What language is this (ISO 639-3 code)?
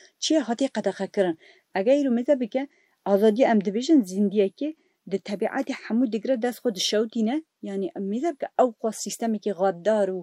kur